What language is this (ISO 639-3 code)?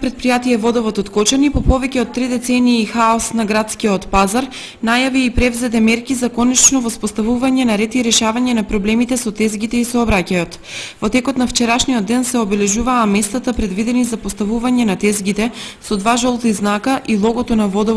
mkd